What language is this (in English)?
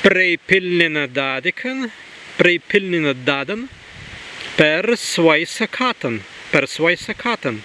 Prussian